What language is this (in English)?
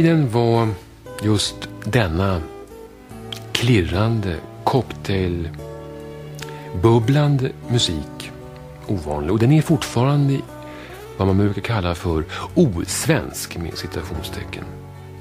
Swedish